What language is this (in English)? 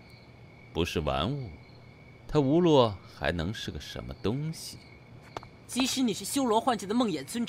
Chinese